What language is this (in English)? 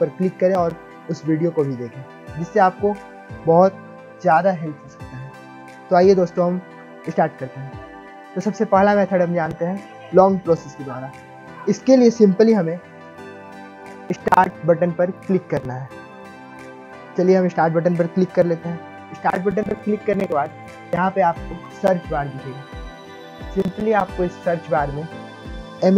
Hindi